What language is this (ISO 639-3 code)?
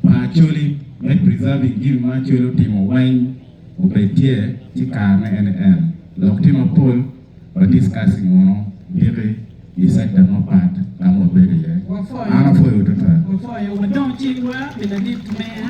ach